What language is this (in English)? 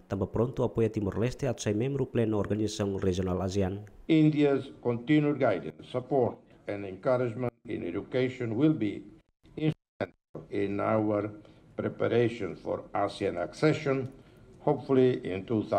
Tetum